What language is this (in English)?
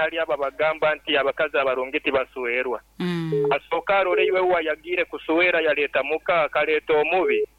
Nyoro